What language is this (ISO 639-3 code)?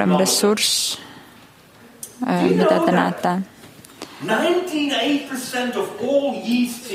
est